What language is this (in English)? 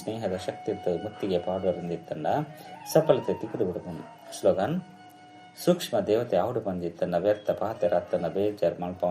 Tulu